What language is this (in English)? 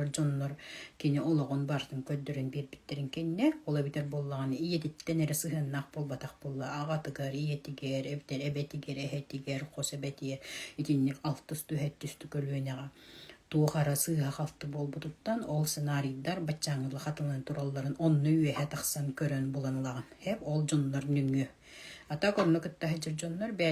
Yakut